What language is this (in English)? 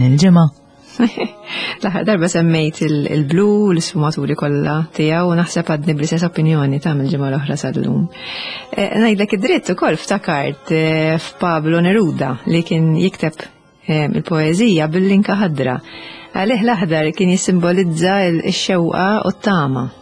Maltese